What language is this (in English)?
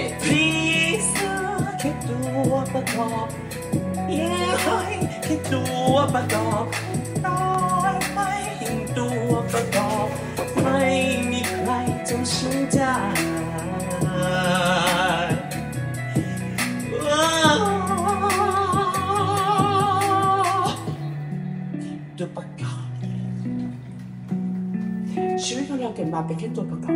Thai